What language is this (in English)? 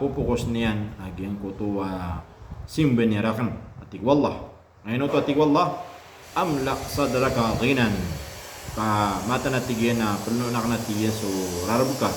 Maranao